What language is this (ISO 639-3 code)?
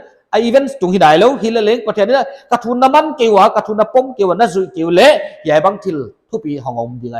pck